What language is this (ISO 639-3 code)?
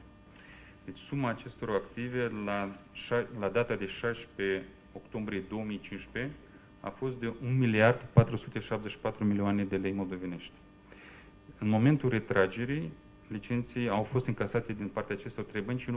ron